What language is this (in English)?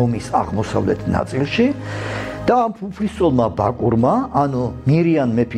Georgian